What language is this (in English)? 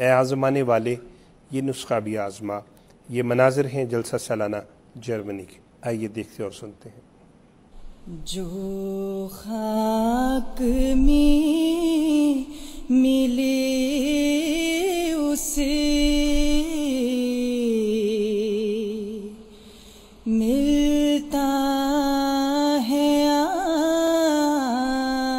Urdu